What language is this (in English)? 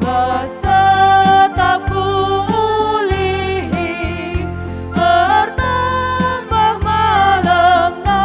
Batak Karo